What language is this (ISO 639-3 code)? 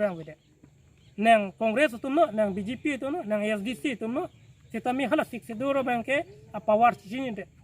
mjw